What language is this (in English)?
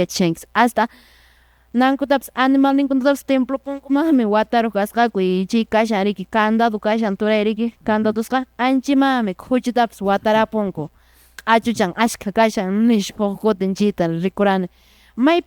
Quechua